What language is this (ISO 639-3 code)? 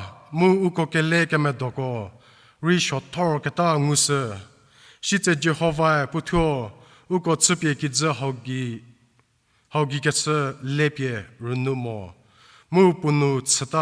njm